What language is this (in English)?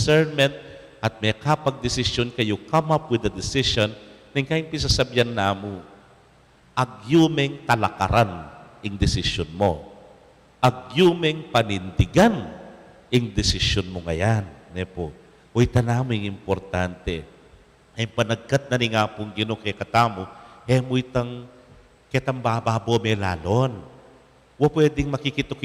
Pampanga